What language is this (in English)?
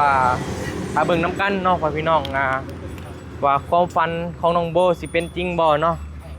Northeastern Thai